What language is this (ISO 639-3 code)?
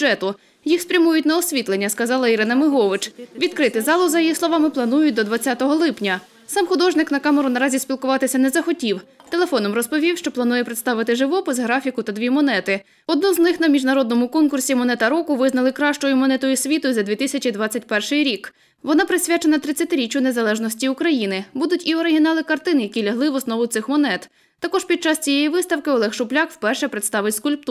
ukr